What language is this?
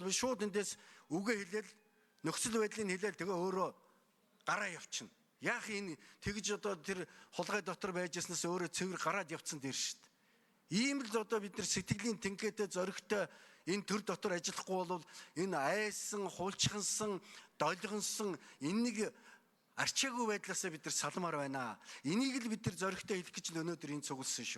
Mongolian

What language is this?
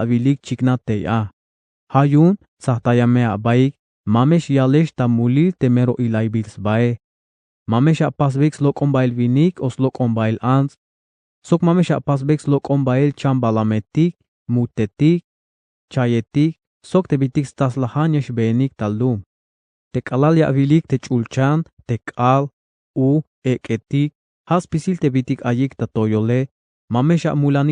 Tzeltal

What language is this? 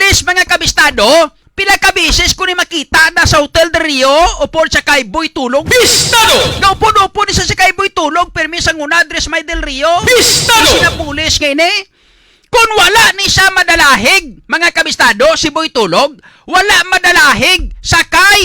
Hiligaynon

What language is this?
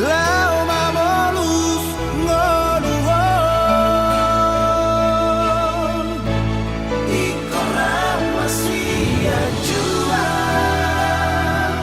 Batak Toba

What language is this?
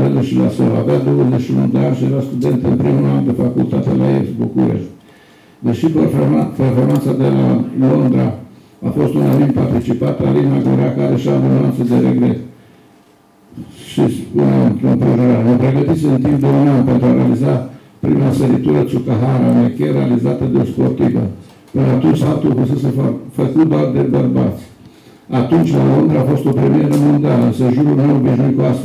Romanian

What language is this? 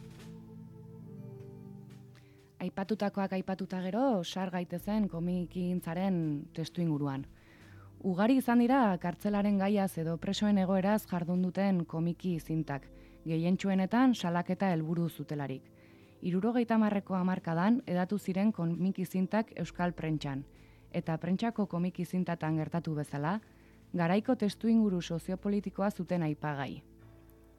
Basque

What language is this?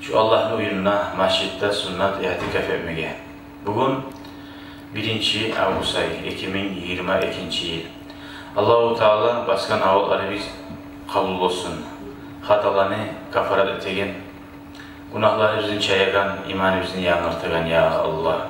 Kumyk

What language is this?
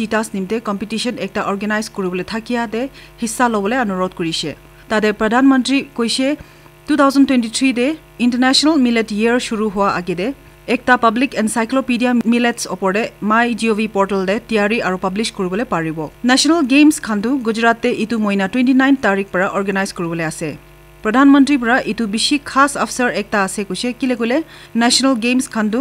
Naga Pidgin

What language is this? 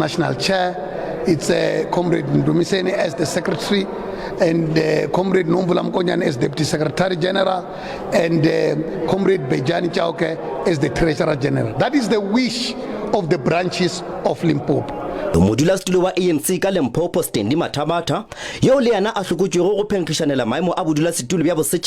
Northern Sotho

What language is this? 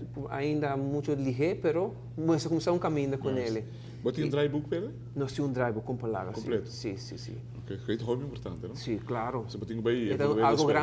Papiamento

